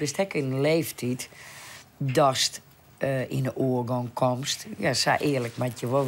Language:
Western Frisian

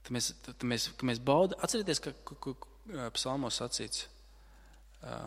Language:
Latvian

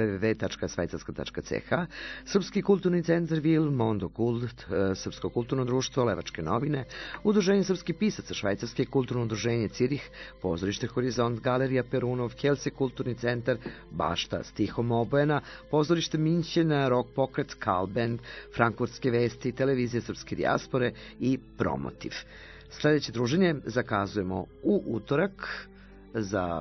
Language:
Serbian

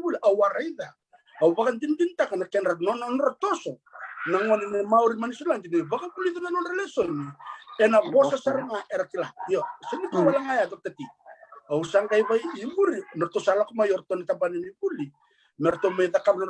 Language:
Fijian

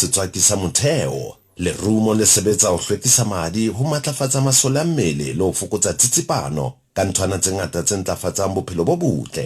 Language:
Southern Sotho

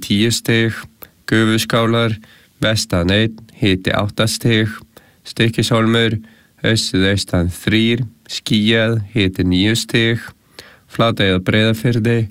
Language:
Icelandic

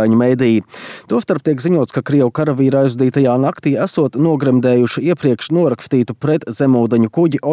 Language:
Latvian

